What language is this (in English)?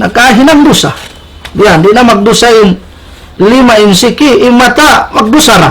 Tausug